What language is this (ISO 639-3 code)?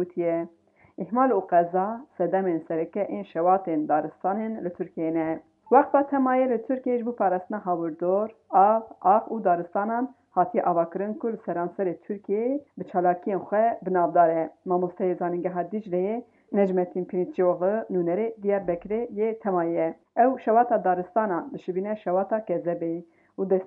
kur